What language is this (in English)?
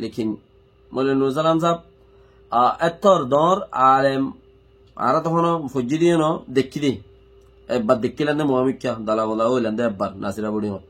Rohingya